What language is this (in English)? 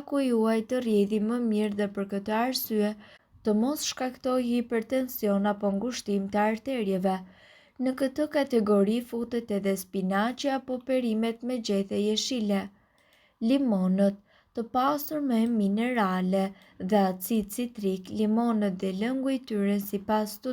Albanian